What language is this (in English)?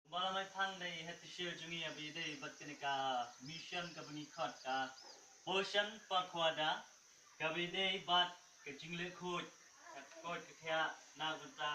Khasi